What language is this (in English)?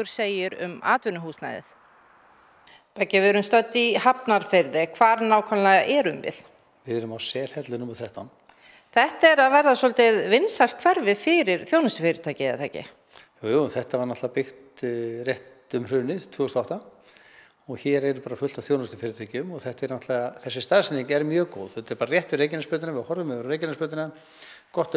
Icelandic